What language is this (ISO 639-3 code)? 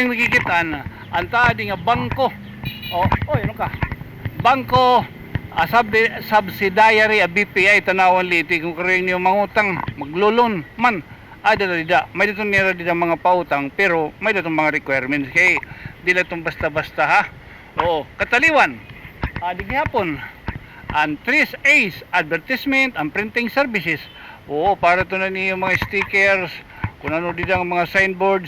war